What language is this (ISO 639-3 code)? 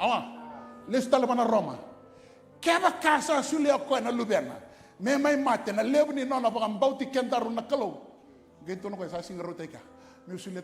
fij